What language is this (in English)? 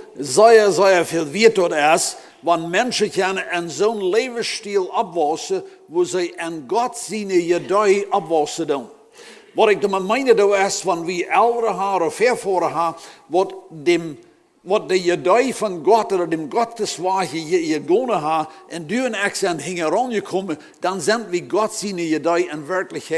Plautdietsch